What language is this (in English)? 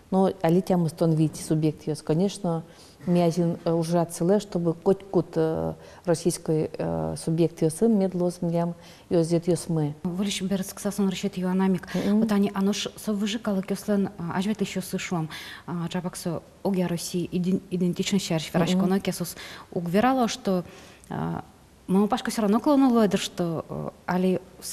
Udmurt